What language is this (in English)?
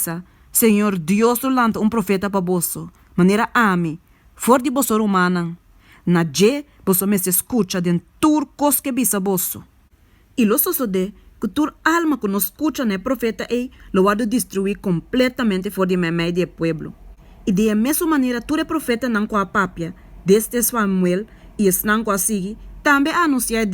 Papiamento